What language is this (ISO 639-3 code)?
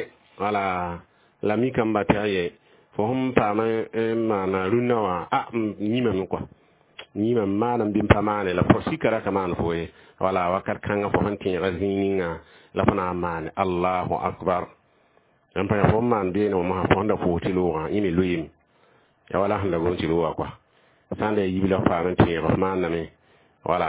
mos